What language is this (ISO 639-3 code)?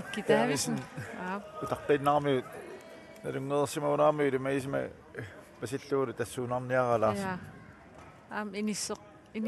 kal